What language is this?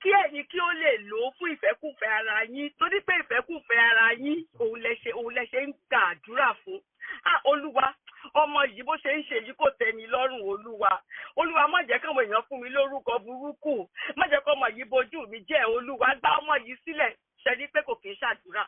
Yoruba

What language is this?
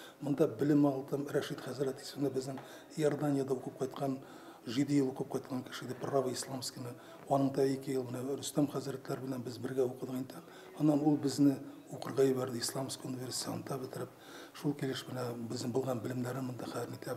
Bashkir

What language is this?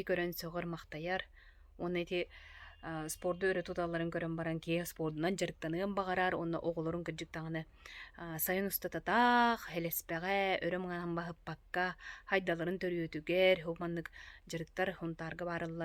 Yakut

